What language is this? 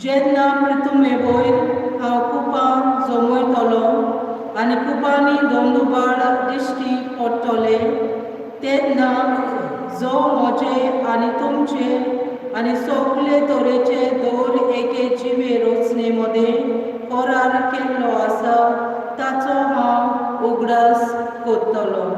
Konkani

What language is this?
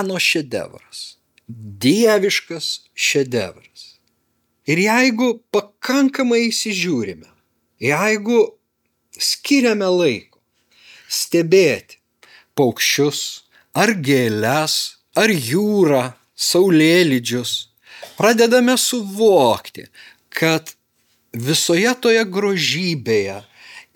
Lithuanian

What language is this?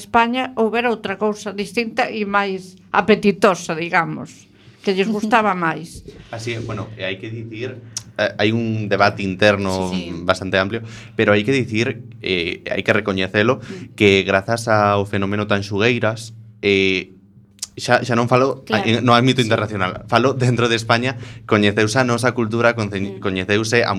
Galician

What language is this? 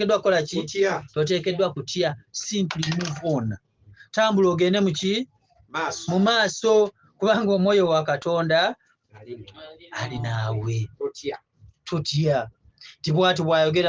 Ganda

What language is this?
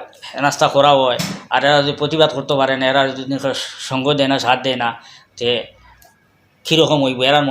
Sylheti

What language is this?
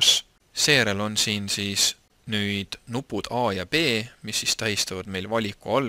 Estonian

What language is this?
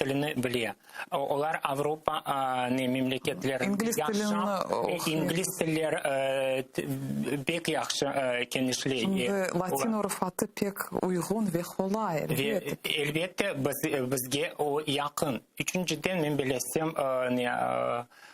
Crimean Tatar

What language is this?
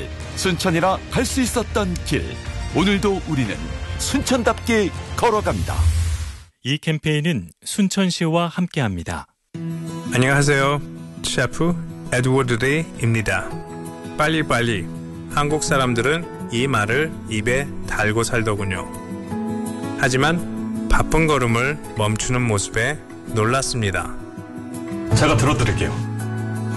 Korean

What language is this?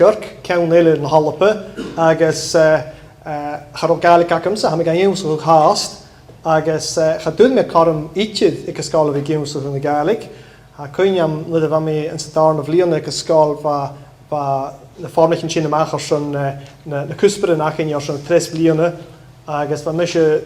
Scottish Gaelic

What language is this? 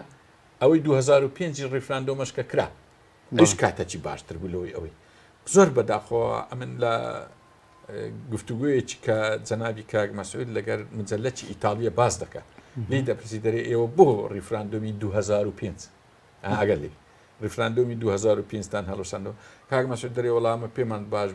Central Kurdish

